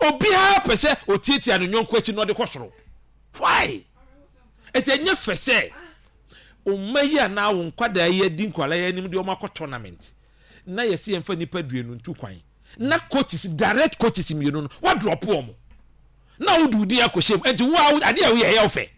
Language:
Akan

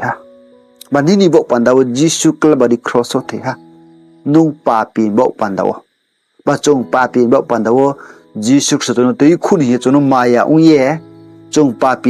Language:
Riang (India)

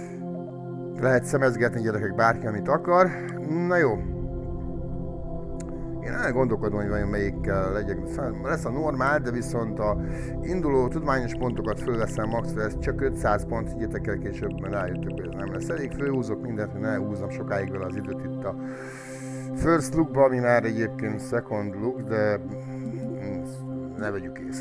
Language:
Hungarian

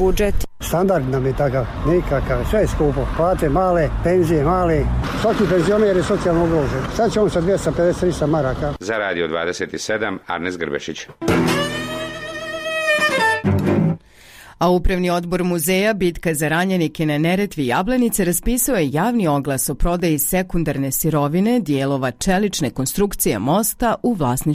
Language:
Bosnian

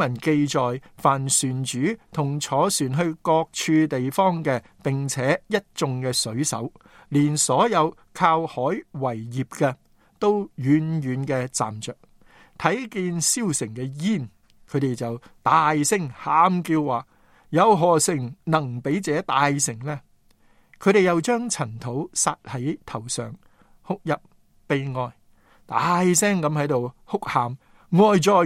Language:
Cantonese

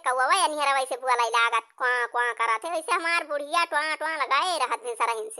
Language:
Awadhi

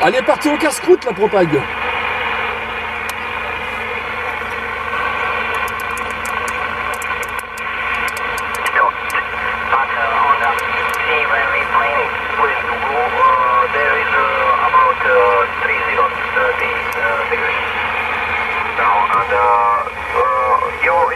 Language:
French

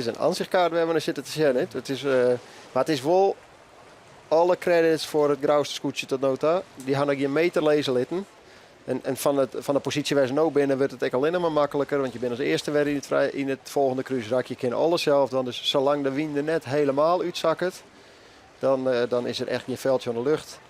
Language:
Western Frisian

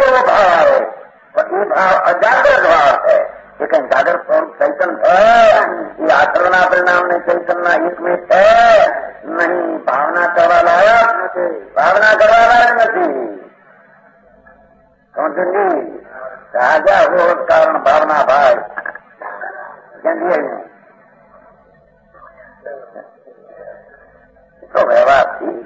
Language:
Gujarati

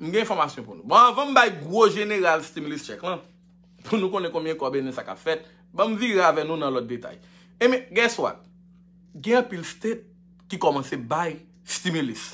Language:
Haitian Creole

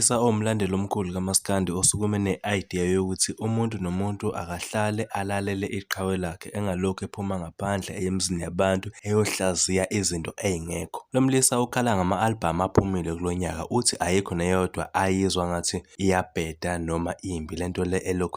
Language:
Zulu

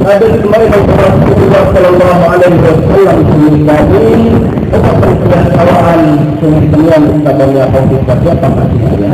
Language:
Maranao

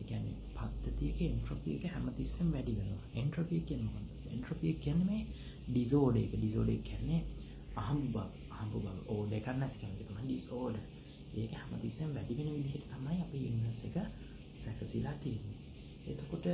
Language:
Sinhala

